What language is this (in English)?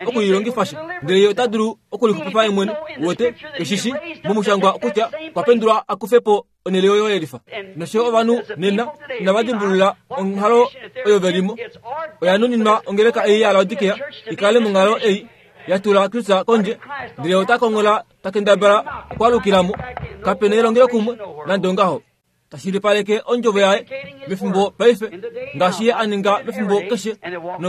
Kuanyama